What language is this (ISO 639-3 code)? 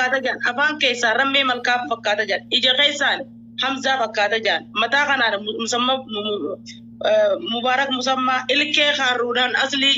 orm